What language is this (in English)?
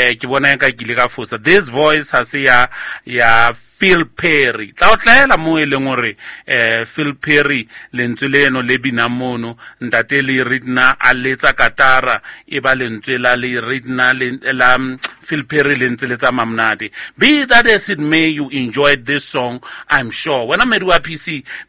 Southern Sotho